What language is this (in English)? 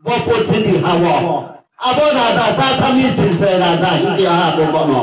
Riang (India)